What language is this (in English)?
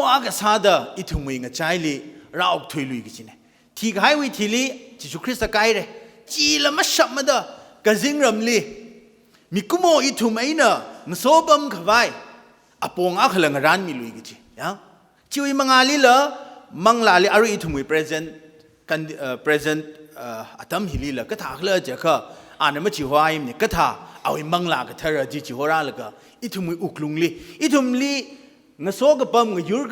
Tangkhul Naga (India)